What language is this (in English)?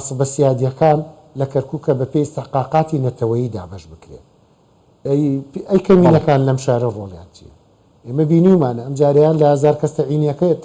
Central Kurdish